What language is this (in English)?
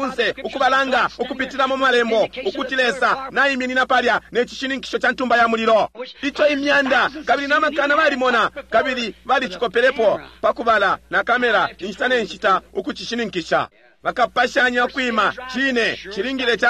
Bemba